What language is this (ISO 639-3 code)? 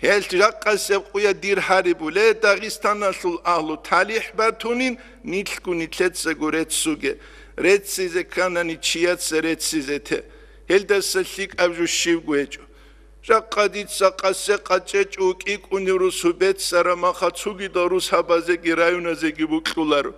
ava